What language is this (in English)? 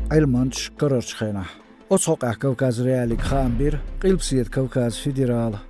Chechen